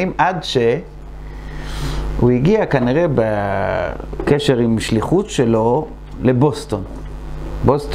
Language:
Hebrew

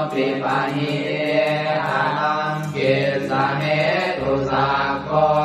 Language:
Pali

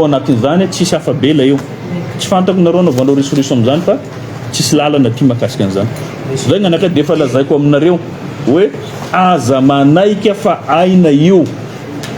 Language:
Malagasy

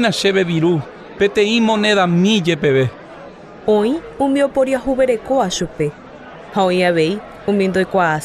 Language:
Guarani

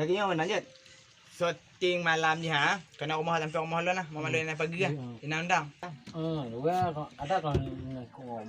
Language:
Achinese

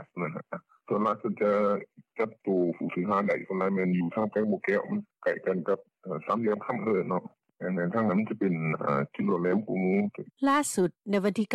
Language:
Lao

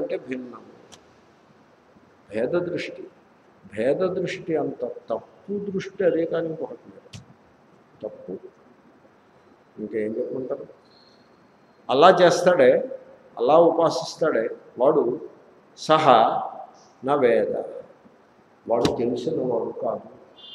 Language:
Telugu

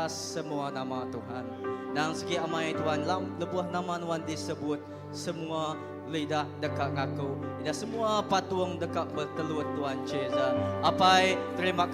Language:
Iban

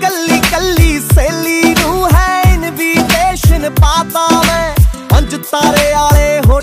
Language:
Punjabi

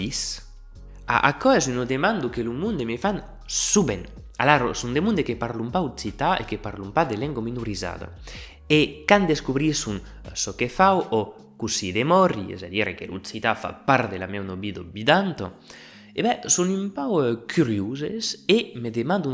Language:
Occitan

